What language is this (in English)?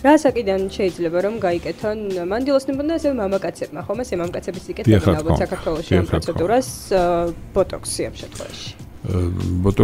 Georgian